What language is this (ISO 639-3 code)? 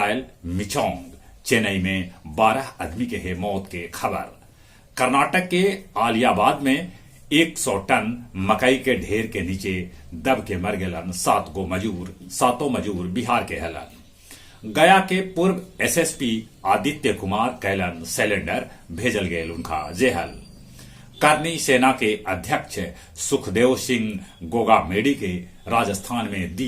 mag